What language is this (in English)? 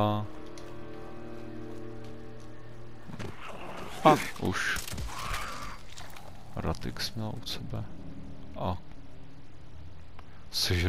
Czech